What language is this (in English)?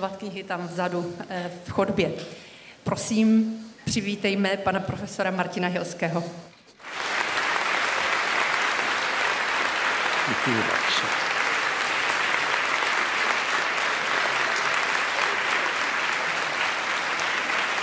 Czech